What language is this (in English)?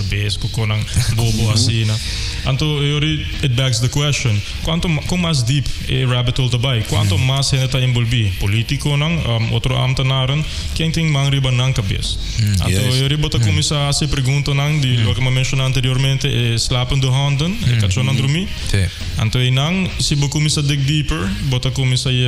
Papiamento